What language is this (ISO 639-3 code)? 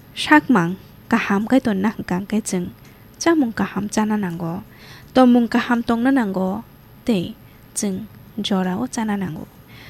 trp